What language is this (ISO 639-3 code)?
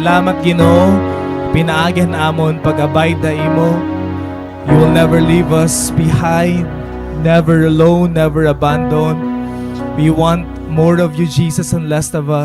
war